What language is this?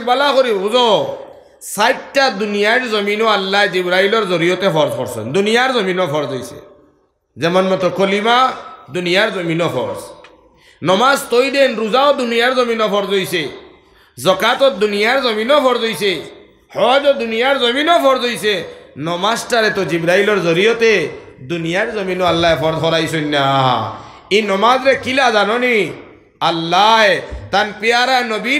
Sylheti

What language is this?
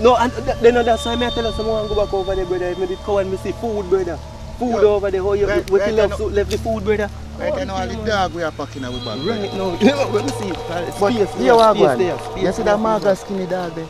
Jamaican Creole English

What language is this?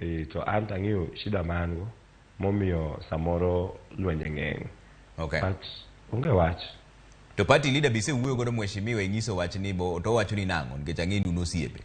Luo (Kenya and Tanzania)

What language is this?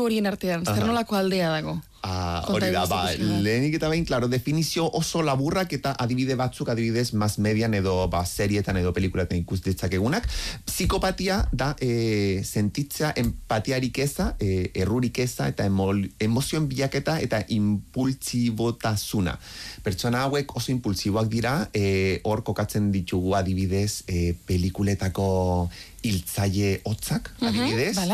Basque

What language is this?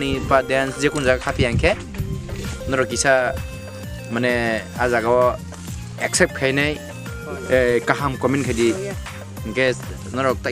Kok Borok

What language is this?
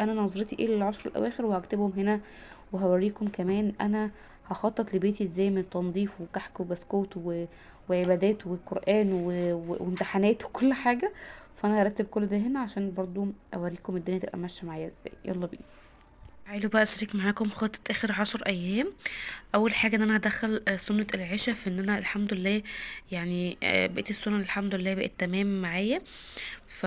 Egyptian Arabic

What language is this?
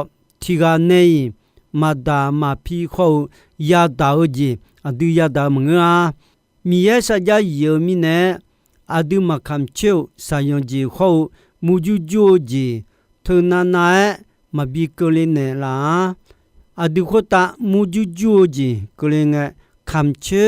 Akha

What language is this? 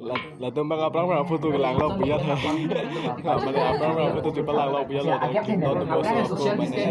Karbi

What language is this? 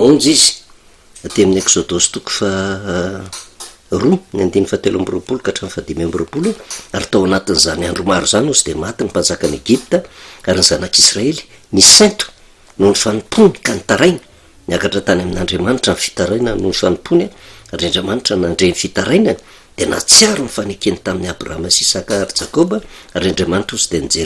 Malagasy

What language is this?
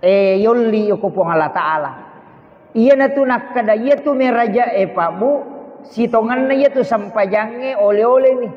Buginese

